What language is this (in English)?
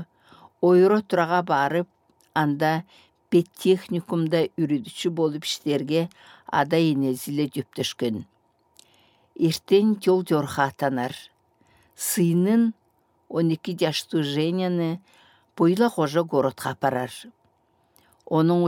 Southern Altai